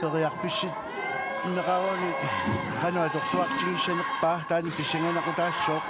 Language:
Kalaallisut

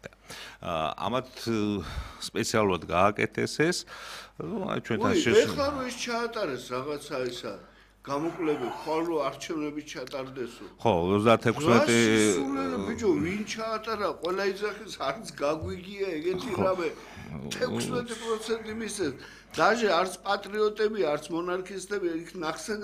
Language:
Georgian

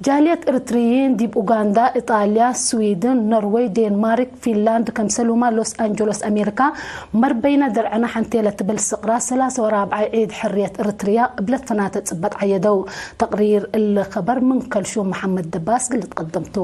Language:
Tigre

